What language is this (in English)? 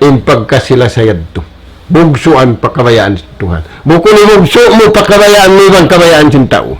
Tausug